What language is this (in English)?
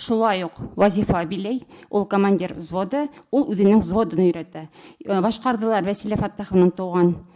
Bashkir